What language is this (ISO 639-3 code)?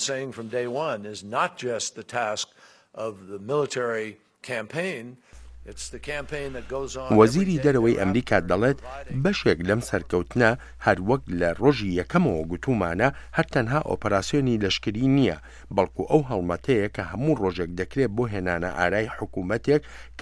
ckb